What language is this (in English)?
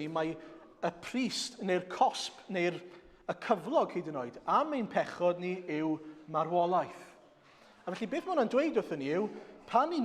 Welsh